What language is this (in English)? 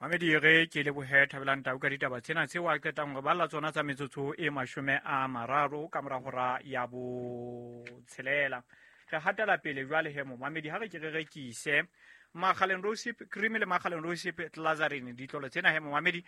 Southern Sotho